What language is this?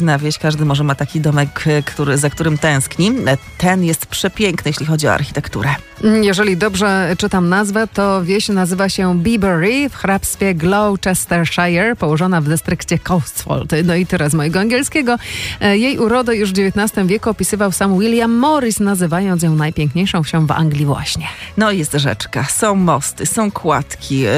Polish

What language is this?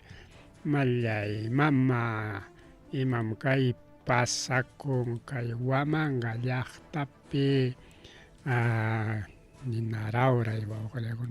Ayacucho Quechua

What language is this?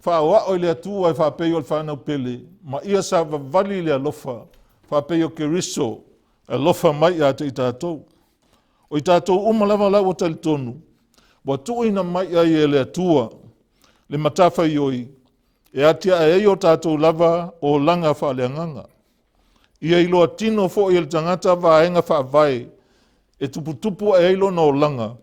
Samoan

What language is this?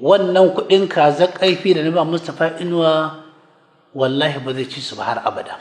Hausa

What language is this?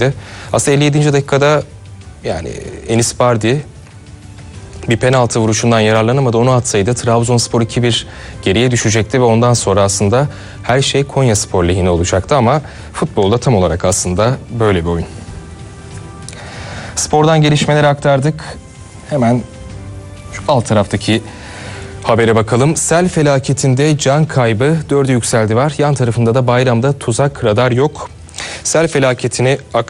Turkish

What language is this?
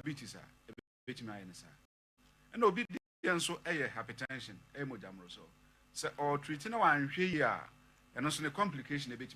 Akan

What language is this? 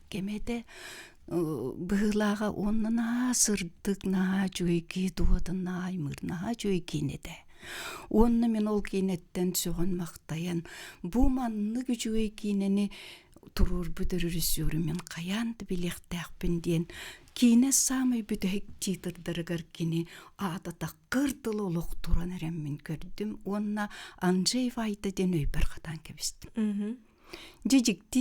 Yakut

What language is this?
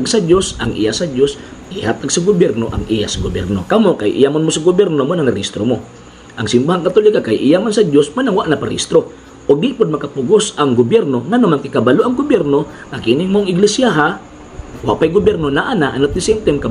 Cebuano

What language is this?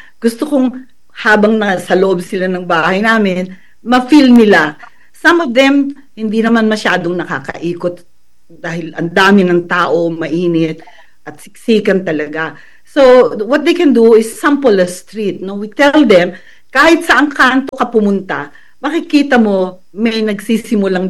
Filipino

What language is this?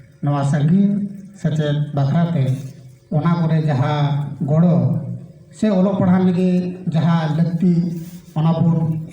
Santali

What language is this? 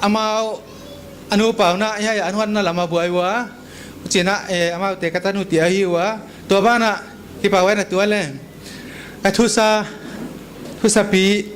Paite Chin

